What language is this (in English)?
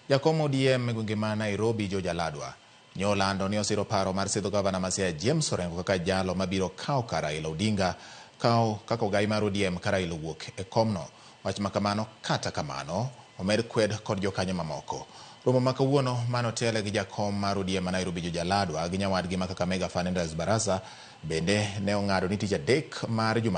Luo (Kenya and Tanzania)